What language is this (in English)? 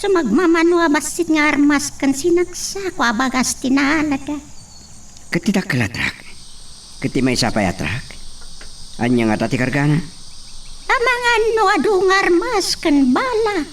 Iloko